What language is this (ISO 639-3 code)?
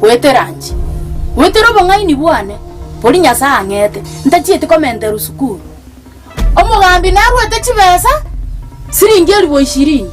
guz